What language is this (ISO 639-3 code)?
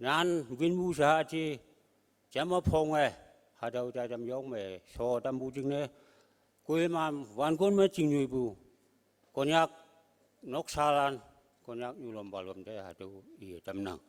nbe